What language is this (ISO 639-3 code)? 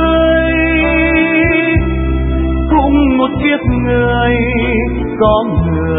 vie